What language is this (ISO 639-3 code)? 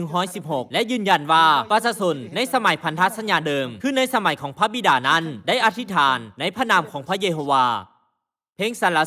lao